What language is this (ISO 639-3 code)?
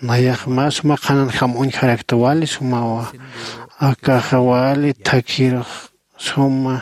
aym